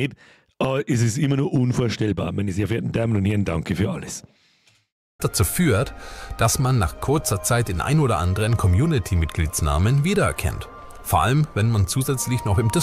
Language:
Bavarian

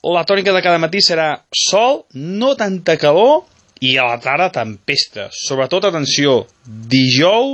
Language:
Catalan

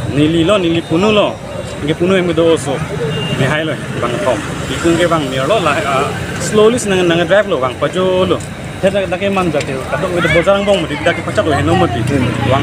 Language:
Karbi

